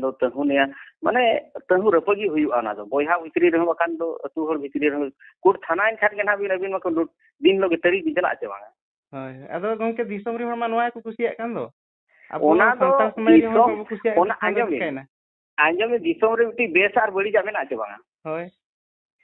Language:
Santali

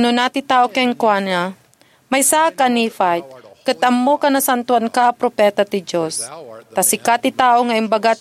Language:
Iloko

